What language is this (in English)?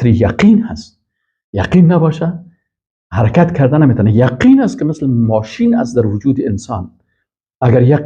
Persian